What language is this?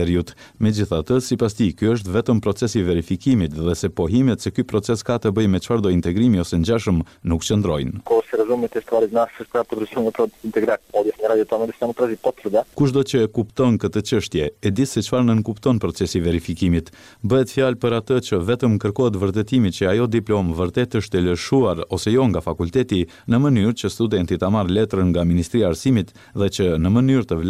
Albanian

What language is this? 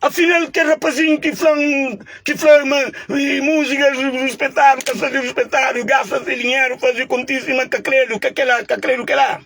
Kabuverdianu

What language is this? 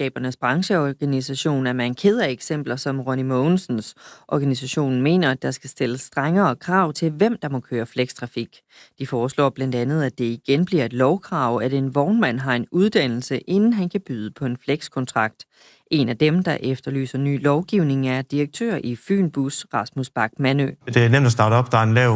Danish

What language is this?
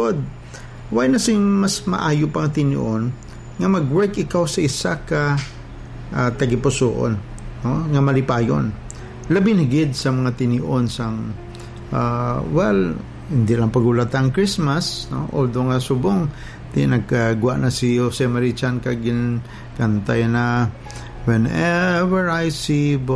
Hiligaynon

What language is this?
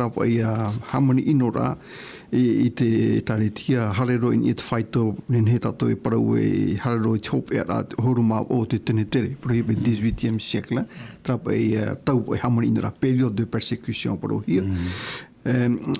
Tahitian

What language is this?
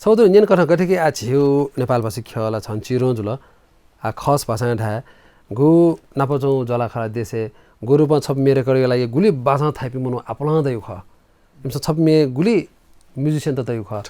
Newari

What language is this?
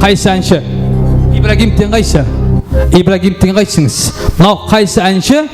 Kara-Kalpak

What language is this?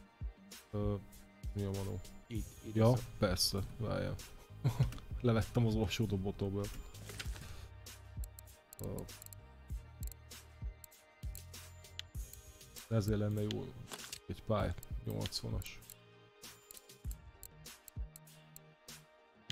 Hungarian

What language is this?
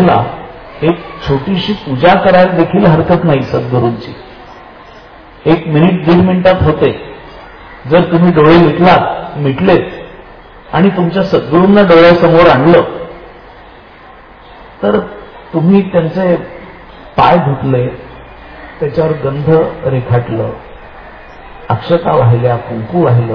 Marathi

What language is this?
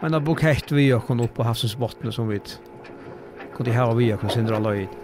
Faroese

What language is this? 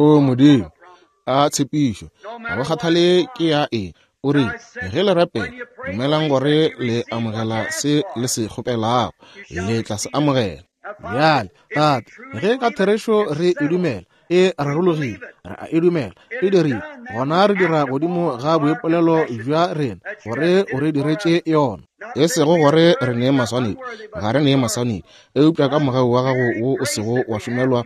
Northern Sotho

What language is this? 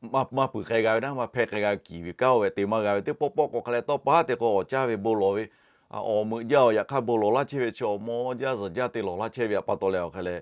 Lahu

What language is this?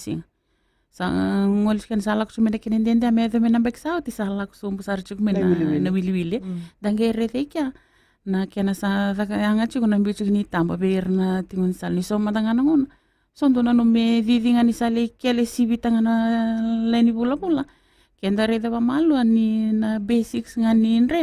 Fijian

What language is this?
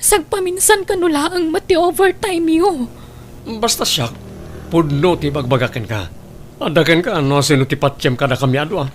Iloko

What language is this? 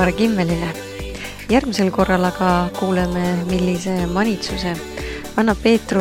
Estonian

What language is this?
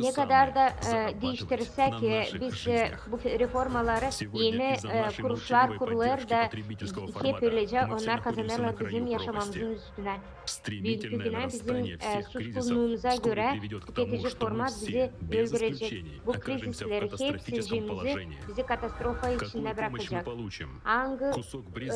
Gagauz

